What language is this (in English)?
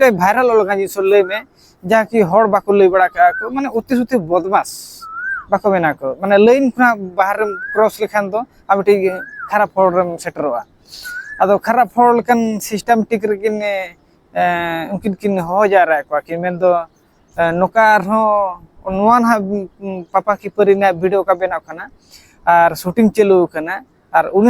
Santali